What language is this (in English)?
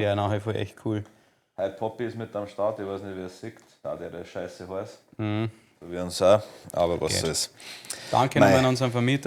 Bavarian